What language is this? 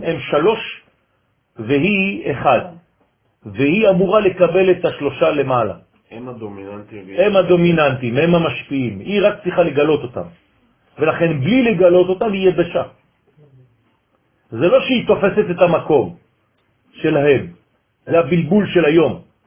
Hebrew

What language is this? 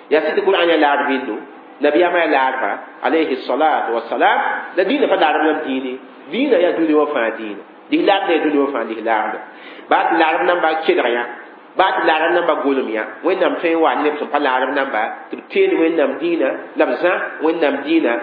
Mossi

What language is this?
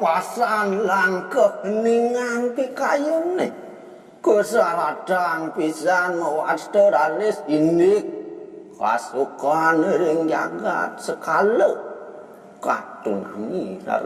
Balinese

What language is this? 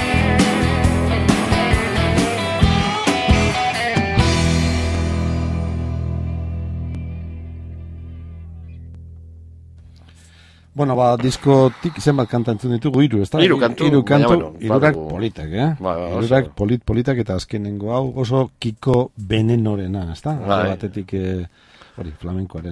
Basque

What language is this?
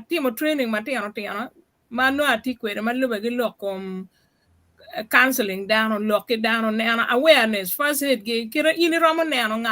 Acoli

